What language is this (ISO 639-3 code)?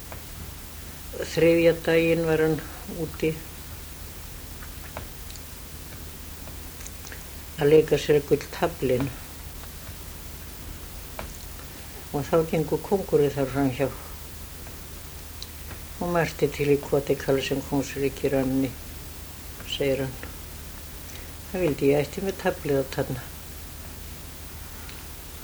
isl